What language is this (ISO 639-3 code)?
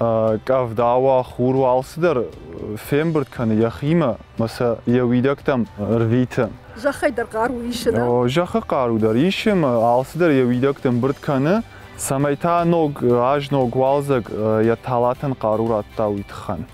oss